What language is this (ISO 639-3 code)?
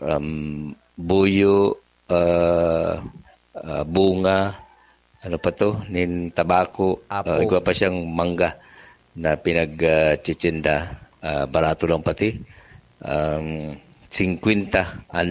bik